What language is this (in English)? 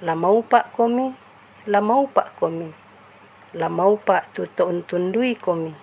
Toraja-Sa'dan